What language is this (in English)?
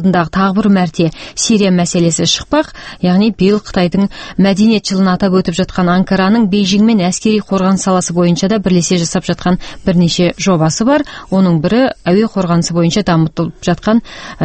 Kazakh